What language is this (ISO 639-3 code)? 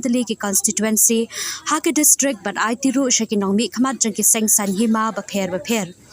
kha